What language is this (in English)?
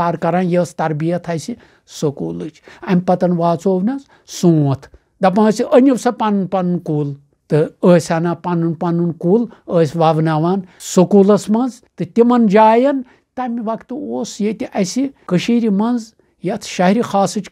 Kashmiri